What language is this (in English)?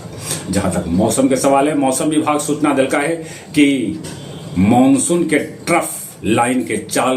Magahi